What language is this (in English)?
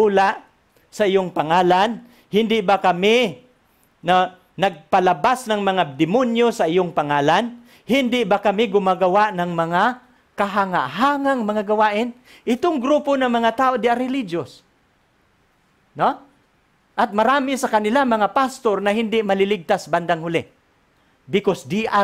Filipino